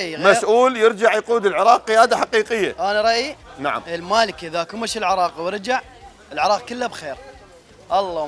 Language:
Mesopotamian Arabic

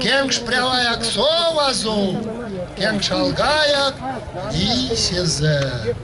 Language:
Erzya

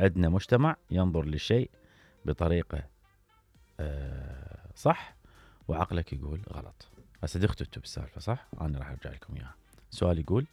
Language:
Mesopotamian Arabic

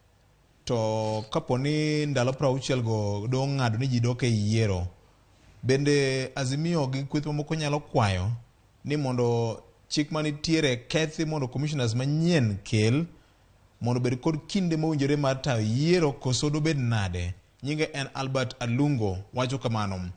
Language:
Luo (Kenya and Tanzania)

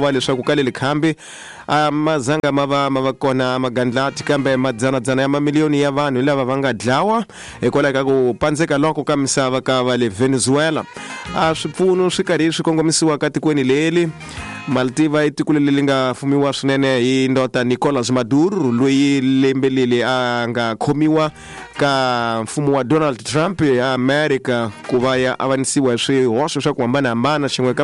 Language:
Tsonga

